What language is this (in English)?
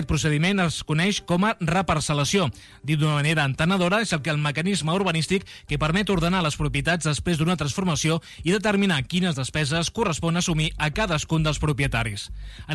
Catalan